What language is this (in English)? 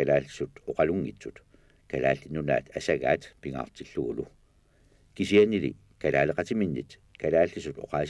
Kalaallisut